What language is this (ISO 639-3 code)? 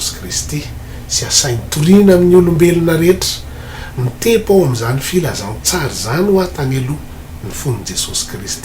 mlg